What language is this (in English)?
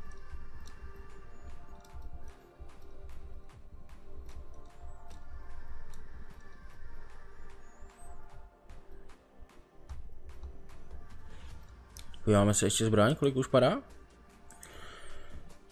Czech